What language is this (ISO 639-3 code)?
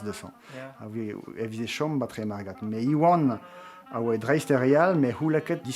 bre